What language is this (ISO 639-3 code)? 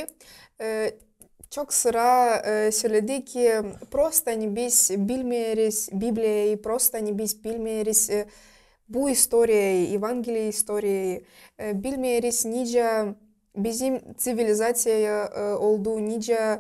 gag